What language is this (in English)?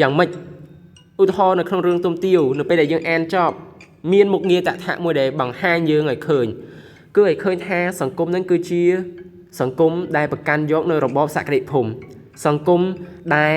Khmer